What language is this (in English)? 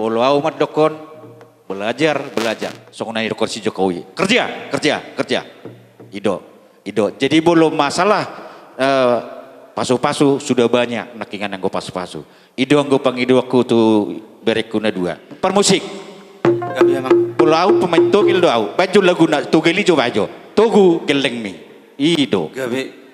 Batak Toba